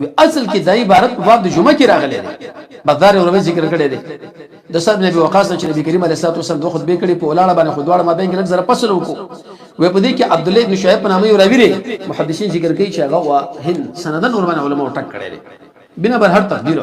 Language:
Pashto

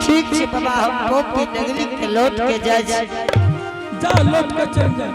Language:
Angika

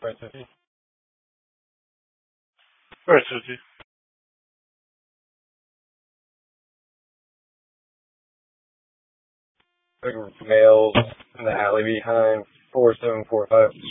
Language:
English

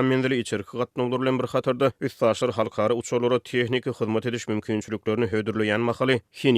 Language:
Turkmen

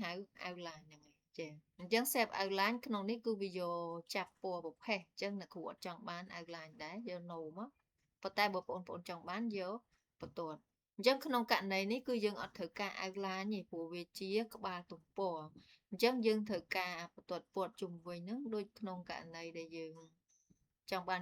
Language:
Khmer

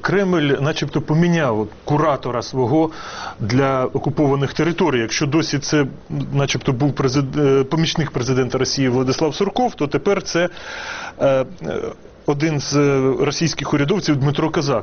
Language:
Ukrainian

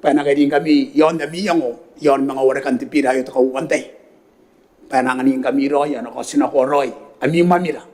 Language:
Gilbertese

